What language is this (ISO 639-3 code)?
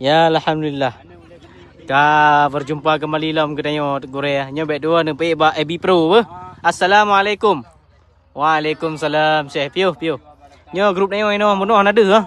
ace